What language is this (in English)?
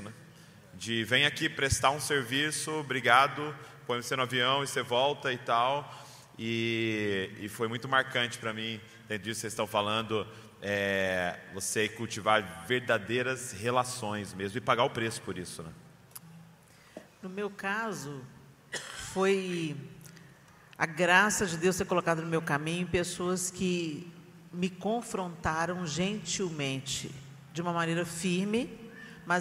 Portuguese